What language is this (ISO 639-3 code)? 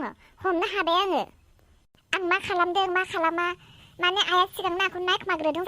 brx